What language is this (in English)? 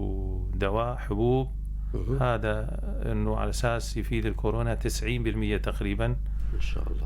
North Levantine Arabic